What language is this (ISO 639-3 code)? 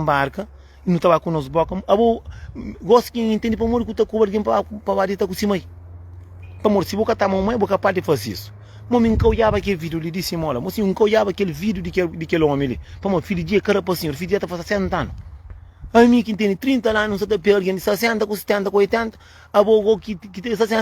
kea